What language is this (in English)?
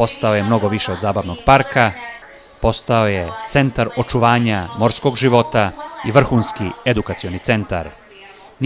Serbian